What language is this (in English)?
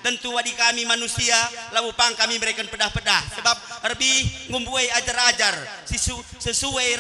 Batak Karo